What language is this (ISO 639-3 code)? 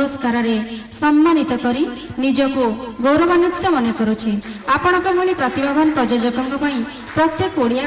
ori